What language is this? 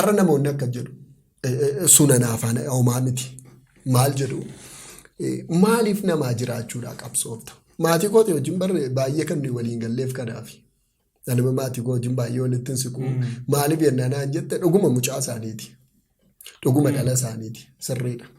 Oromo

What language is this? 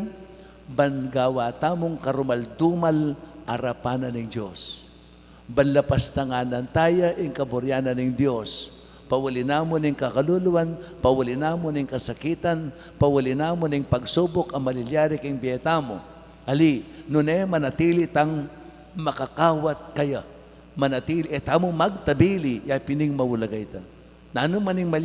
Pampanga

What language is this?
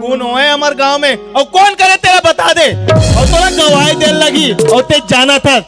Chhattisgarhi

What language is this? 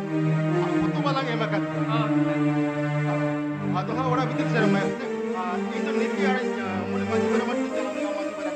Santali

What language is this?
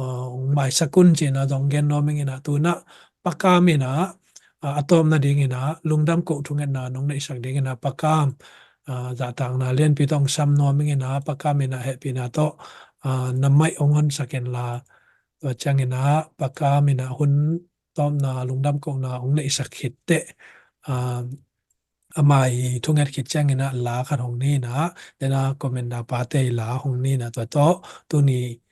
Tedim Chin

